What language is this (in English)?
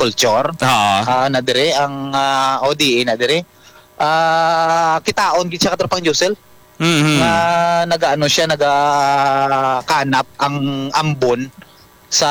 Hiligaynon